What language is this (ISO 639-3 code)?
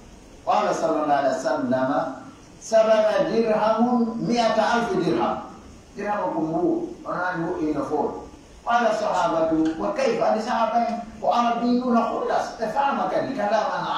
fuf